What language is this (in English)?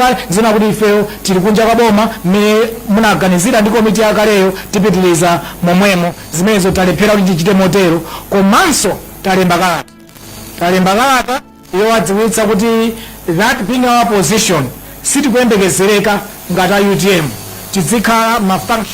Nyanja